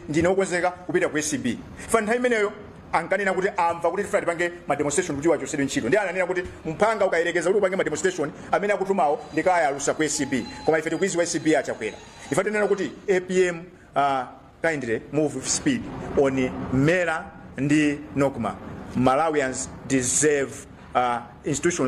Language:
Nyanja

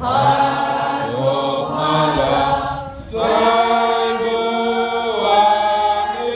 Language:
Batak Toba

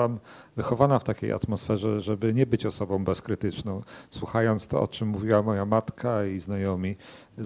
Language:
Polish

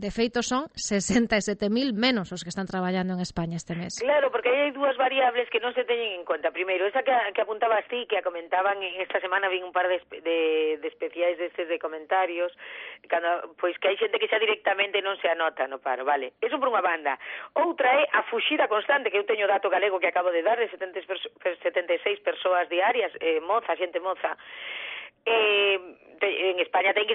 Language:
Galician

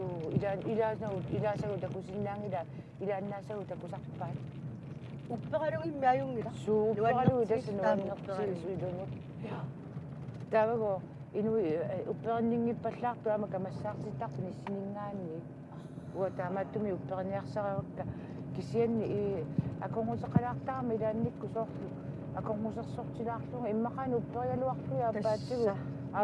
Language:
Kalaallisut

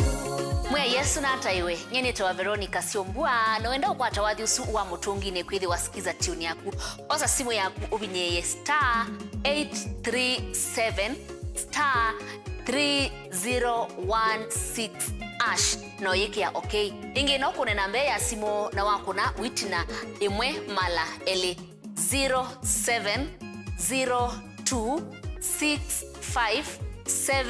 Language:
Kamba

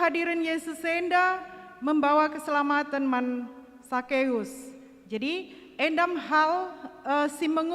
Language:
Batak Karo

